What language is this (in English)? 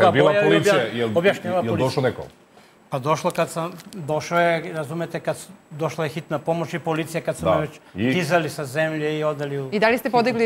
Serbian